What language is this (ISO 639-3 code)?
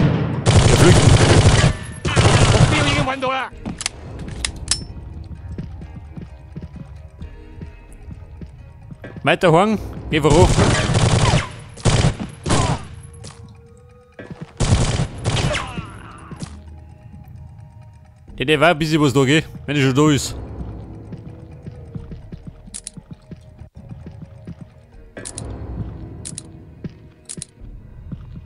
deu